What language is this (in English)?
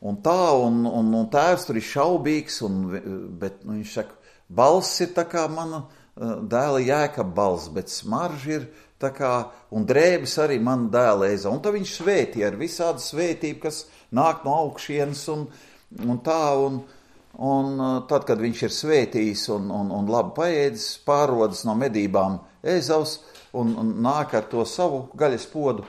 Latvian